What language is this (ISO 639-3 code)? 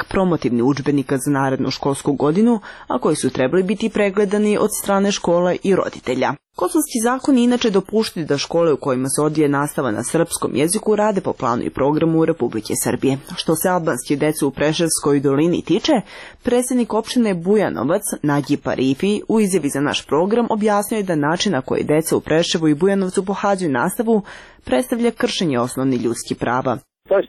srp